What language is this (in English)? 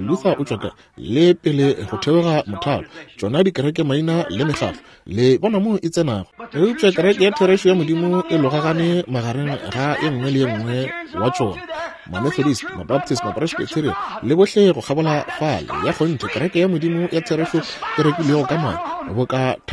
Northern Sotho